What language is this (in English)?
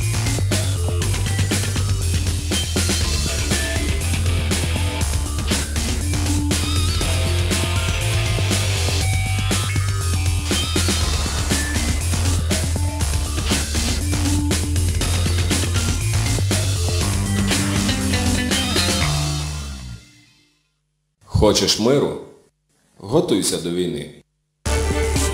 Ukrainian